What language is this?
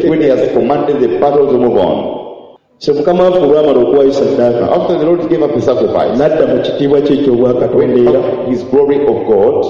Ganda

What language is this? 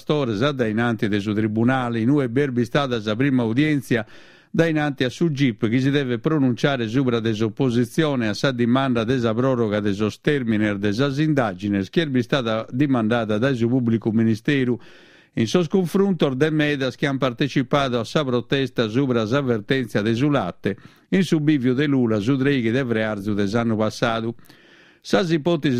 Sardinian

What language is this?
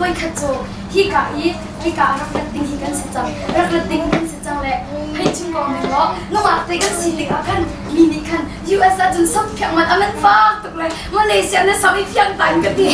Hakha Chin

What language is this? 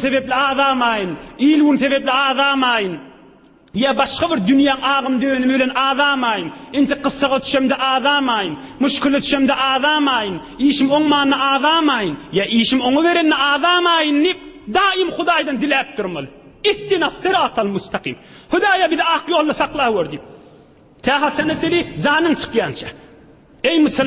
Turkmen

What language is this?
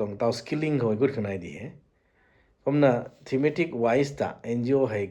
Rongmei Naga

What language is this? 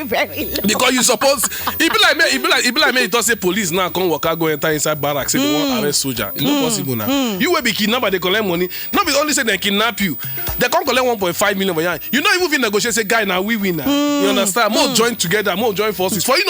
Nigerian Pidgin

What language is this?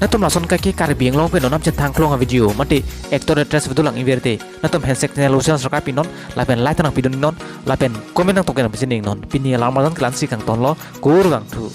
Karbi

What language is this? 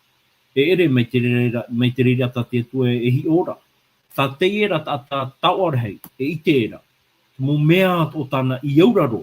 Tahitian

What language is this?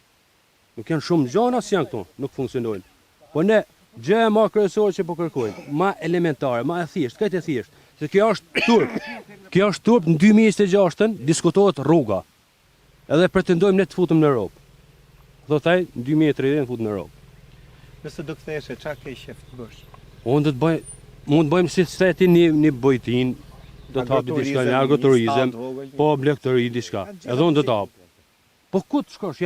Albanian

